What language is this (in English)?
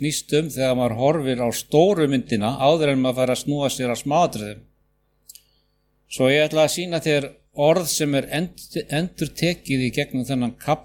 Icelandic